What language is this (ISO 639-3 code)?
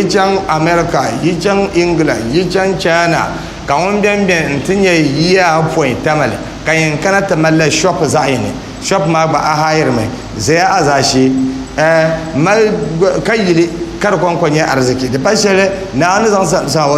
dag